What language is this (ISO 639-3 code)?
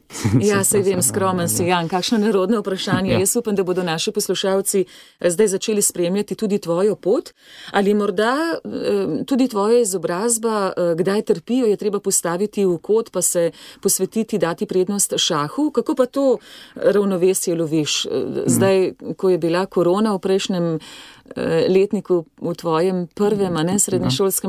slv